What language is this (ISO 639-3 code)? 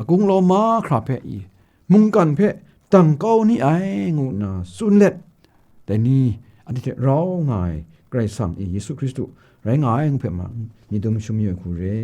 kac